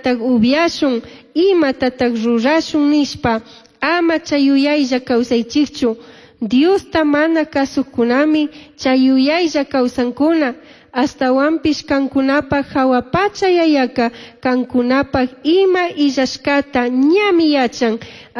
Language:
Chimborazo Highland Quichua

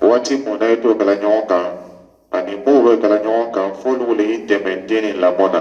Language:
Dyula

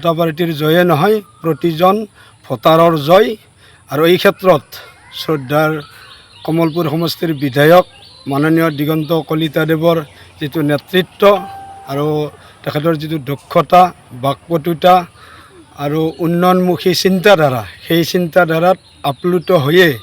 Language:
Assamese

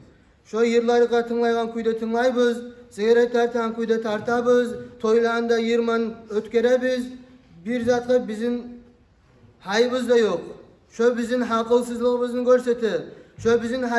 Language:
Kumyk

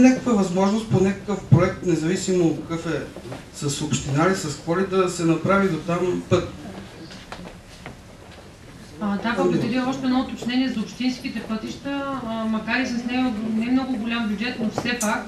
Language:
Bulgarian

